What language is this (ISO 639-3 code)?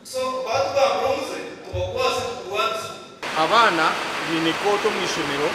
nyn